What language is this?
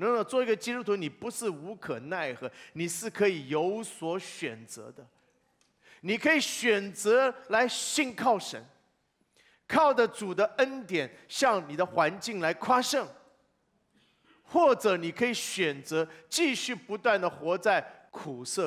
Chinese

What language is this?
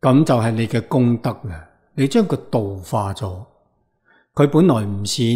Cantonese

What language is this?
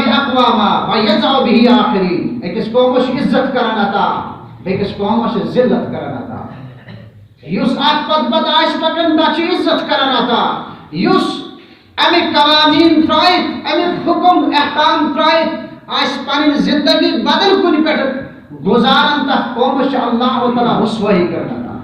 Kashmiri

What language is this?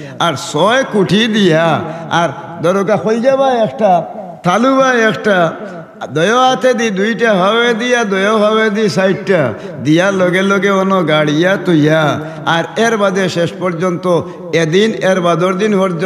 Sylheti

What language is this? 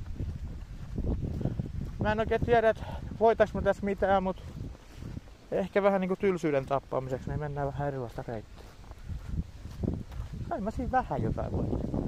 Finnish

